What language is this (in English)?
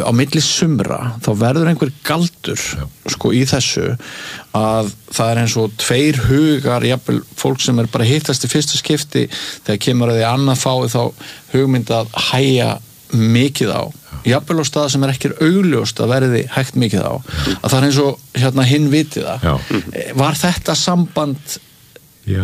Icelandic